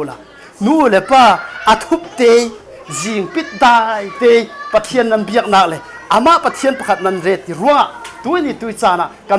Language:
Falam Chin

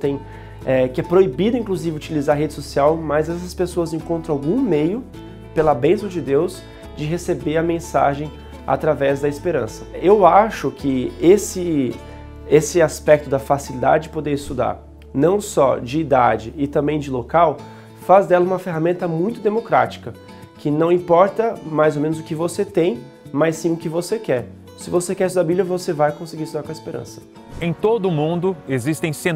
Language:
Portuguese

